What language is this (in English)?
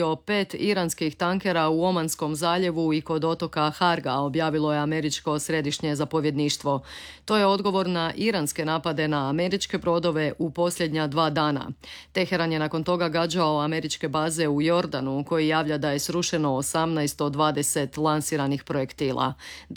Croatian